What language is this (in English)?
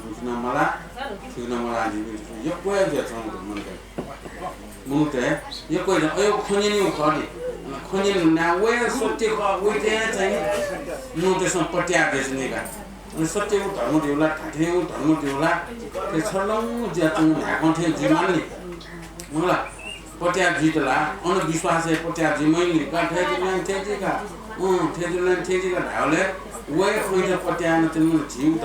Newari